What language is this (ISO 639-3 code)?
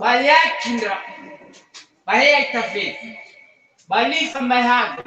nia